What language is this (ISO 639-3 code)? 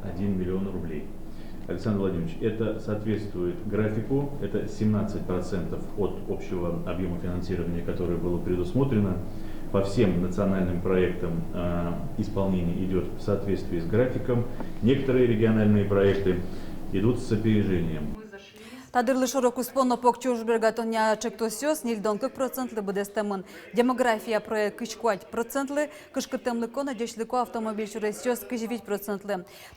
udm